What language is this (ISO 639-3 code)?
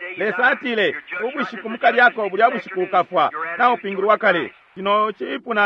bem